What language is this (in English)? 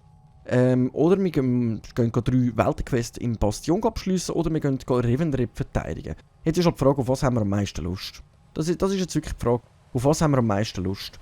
Swiss German